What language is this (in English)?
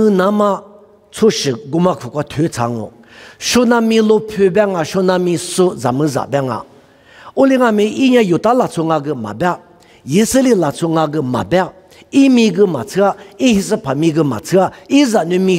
Lisu